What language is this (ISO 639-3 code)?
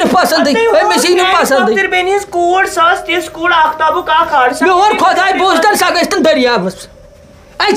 kas